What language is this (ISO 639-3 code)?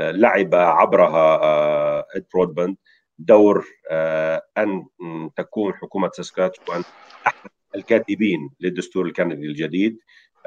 ara